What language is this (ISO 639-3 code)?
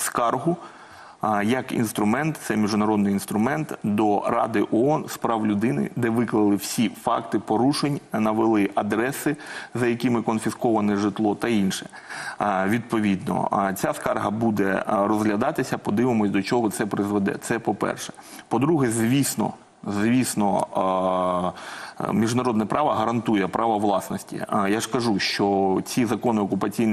ukr